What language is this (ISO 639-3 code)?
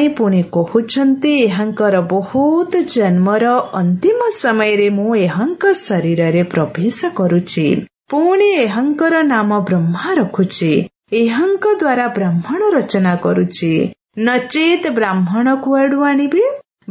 ori